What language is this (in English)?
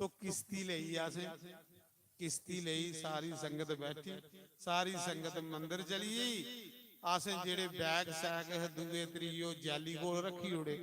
Dogri